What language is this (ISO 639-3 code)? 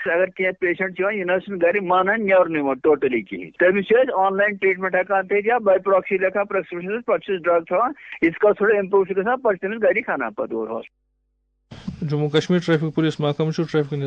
kas